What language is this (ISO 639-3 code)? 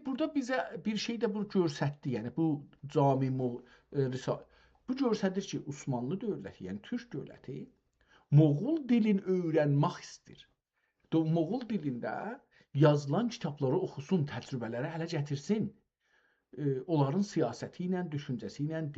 azb